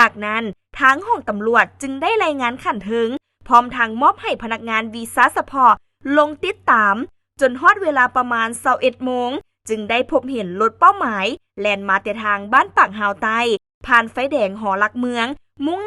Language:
Lao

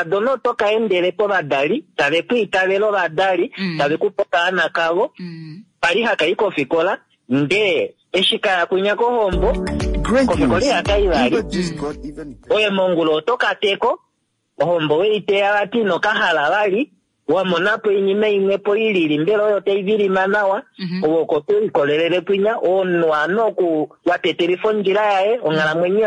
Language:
Kuanyama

